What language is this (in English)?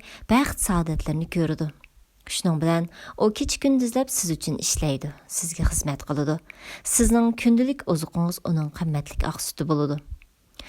Uyghur